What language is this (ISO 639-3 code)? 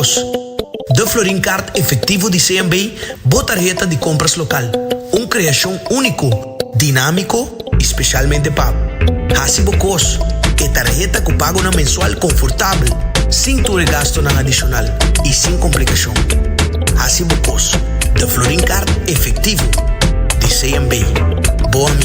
pap